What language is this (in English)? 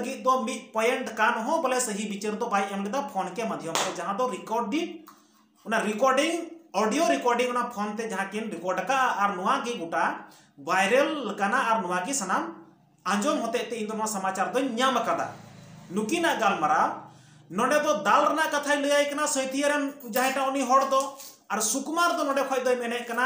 Santali